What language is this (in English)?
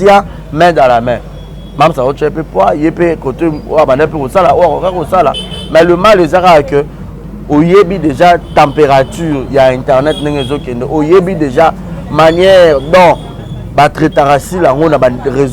Lingala